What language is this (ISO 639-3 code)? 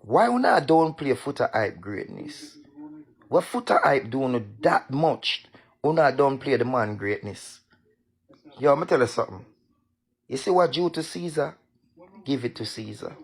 jam